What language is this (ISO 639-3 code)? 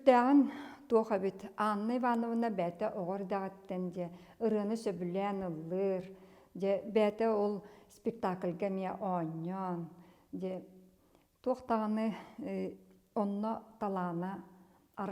sah